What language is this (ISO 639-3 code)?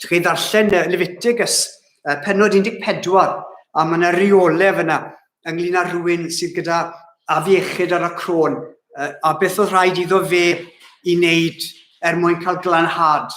cym